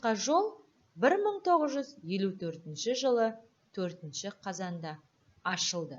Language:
Kazakh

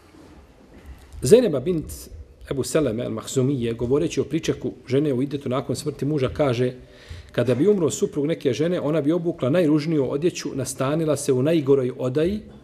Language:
Bosnian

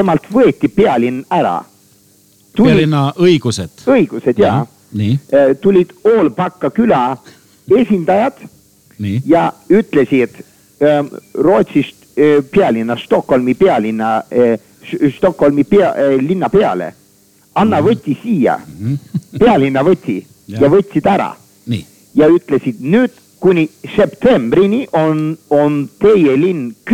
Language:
Estonian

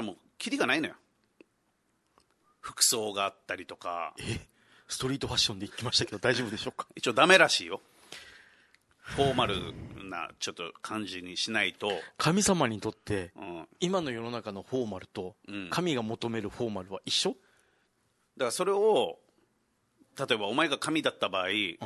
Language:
Japanese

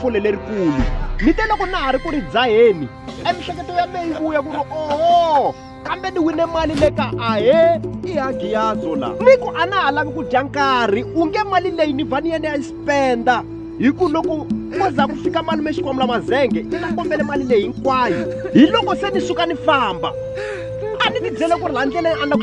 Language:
Tsonga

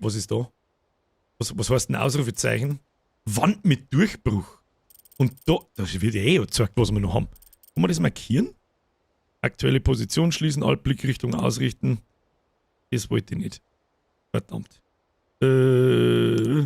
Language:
Bavarian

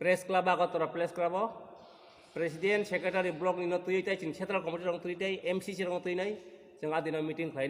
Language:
Kok Borok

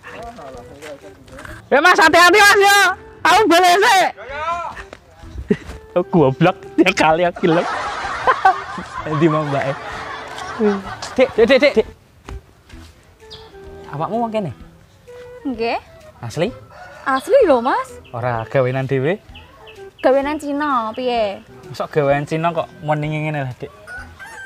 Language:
Javanese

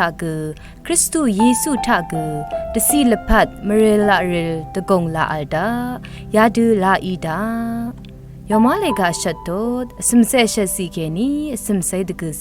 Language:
Rawang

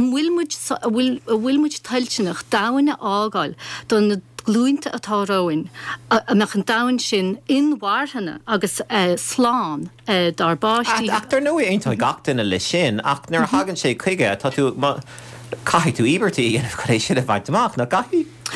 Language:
Irish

